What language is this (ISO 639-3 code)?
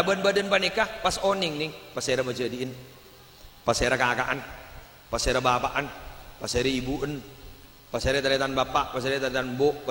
mad